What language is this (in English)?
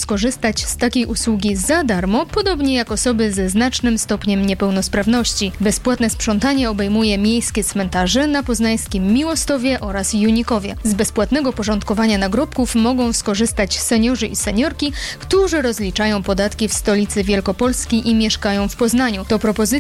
Polish